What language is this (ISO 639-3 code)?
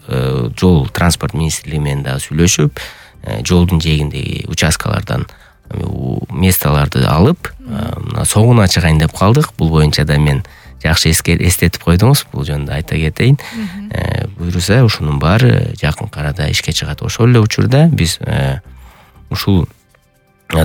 kir